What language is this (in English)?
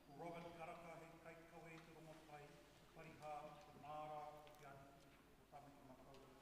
Māori